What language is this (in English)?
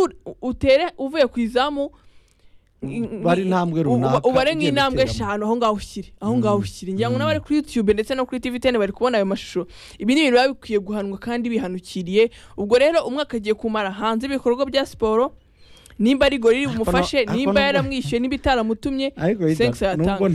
Kinyarwanda